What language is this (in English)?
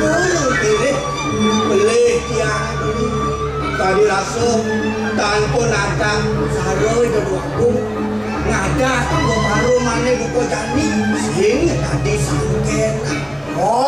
Balinese